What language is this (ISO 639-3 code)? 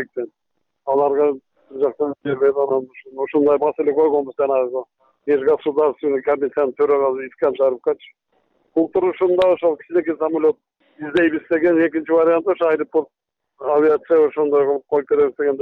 kir